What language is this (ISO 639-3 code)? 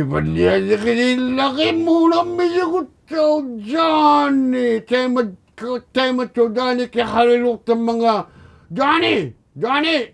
iku